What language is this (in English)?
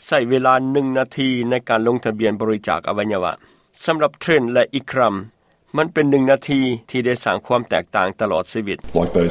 Lao